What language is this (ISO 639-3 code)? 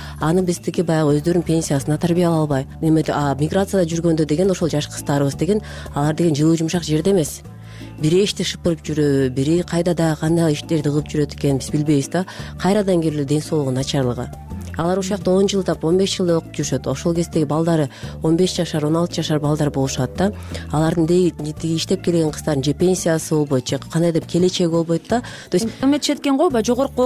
kir